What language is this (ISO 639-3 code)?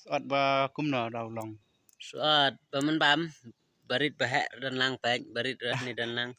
kha